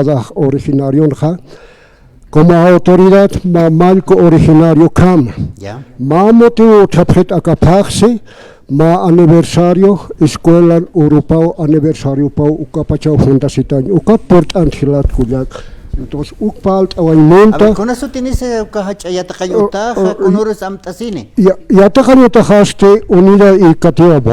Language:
Aymara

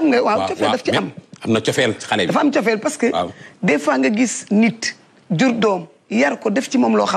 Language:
Wolof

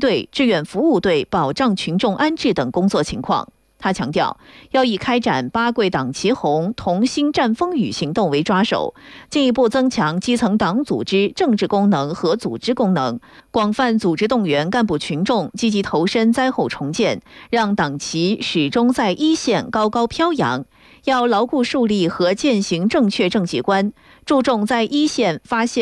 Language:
Chinese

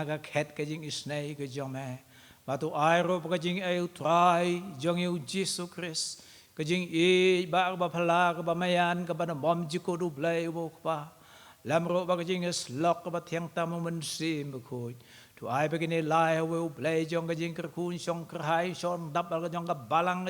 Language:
Khasi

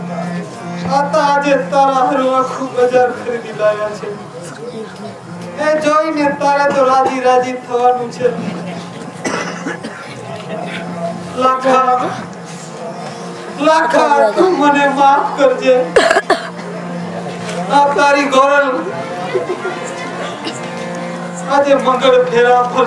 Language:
Gujarati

